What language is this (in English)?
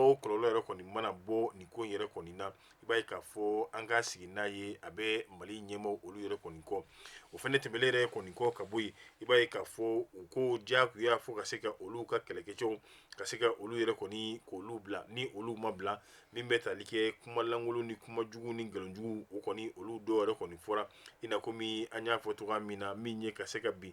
Bambara